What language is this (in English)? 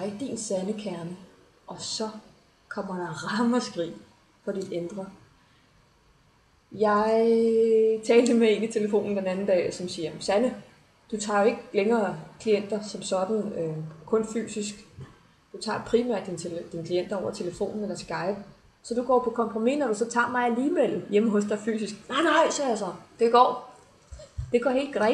Danish